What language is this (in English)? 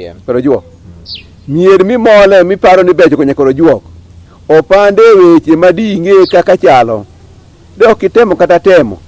Luo (Kenya and Tanzania)